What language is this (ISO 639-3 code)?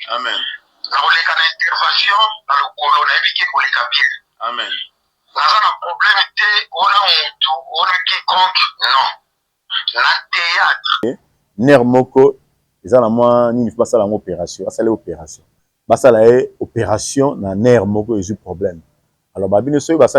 lin